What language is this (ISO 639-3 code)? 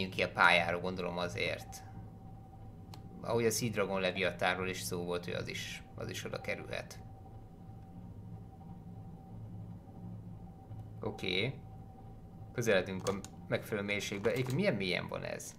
hun